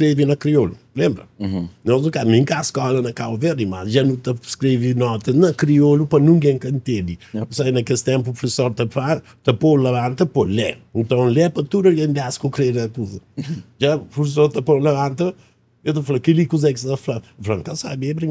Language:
Kabuverdianu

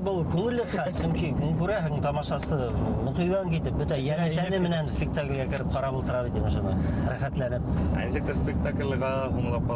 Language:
Bashkir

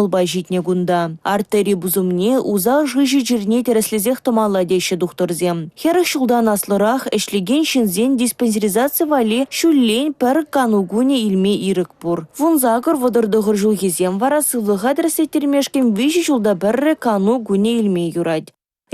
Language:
Chuvash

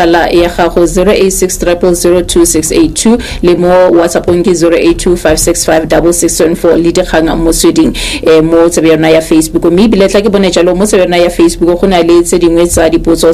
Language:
Tswana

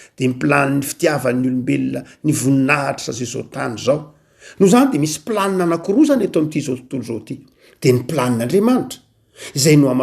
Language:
Malagasy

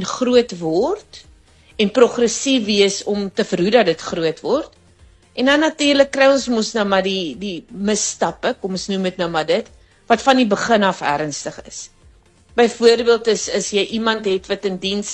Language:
Afrikaans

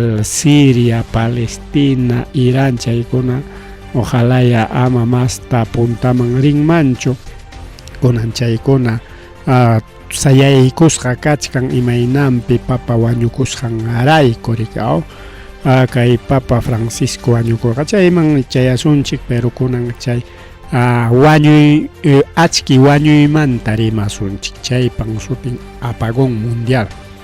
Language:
Ayacucho Quechua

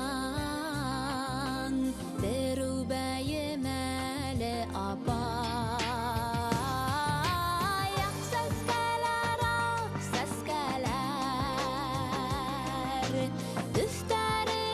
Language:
Bashkir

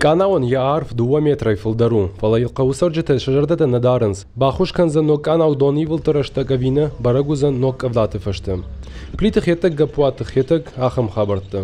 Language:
Ossetic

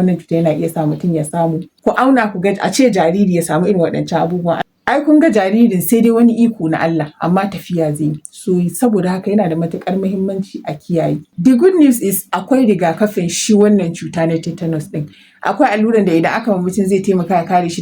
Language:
Hausa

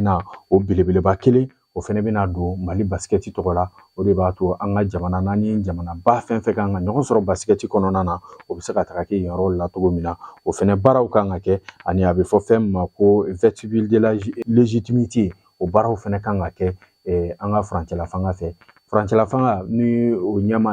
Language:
Bambara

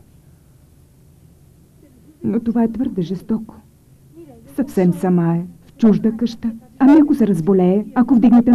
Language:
Bulgarian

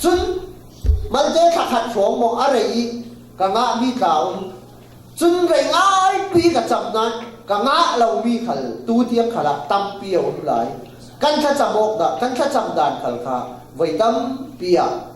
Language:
Falam Chin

